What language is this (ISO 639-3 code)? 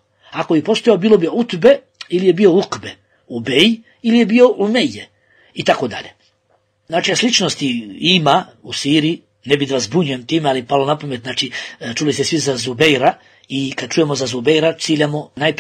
bos